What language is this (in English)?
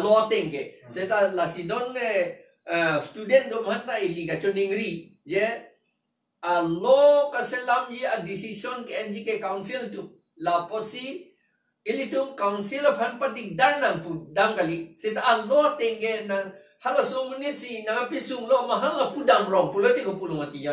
Karbi